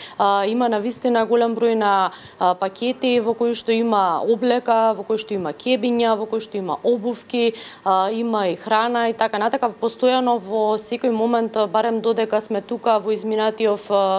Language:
Macedonian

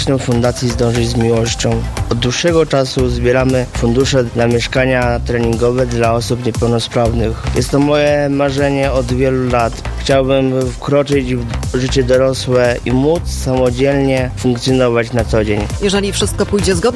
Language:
Polish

